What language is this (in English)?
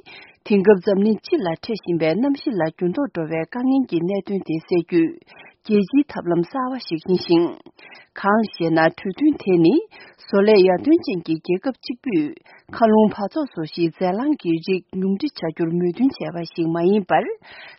Tibetan